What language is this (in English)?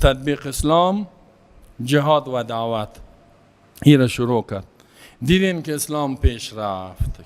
Persian